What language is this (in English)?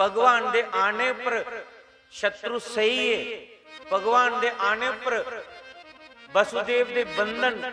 Dogri